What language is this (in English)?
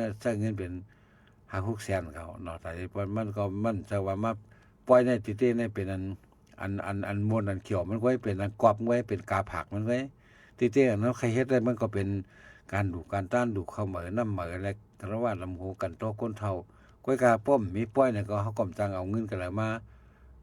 Shan